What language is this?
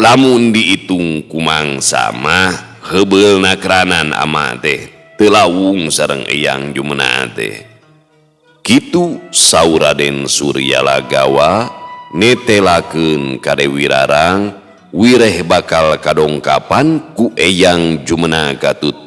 Sundanese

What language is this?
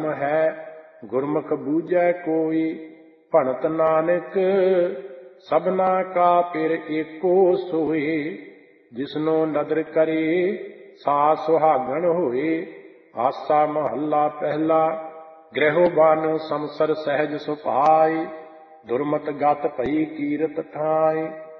Punjabi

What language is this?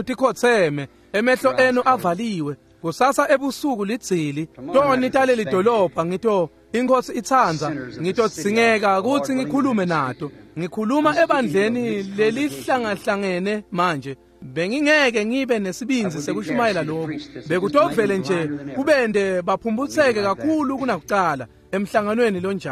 Swati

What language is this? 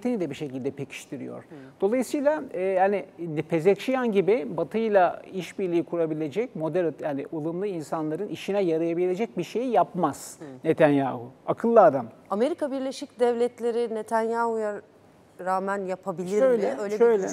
Turkish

